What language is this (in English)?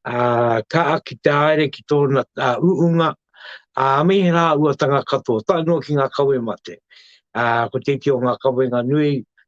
Māori